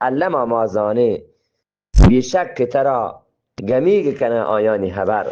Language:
Eastern Balochi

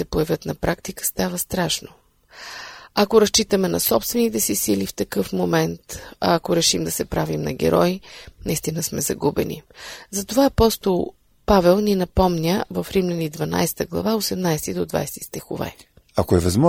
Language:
Bulgarian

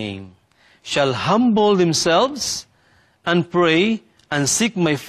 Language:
Cebuano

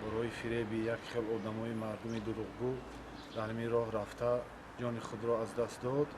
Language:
Tajik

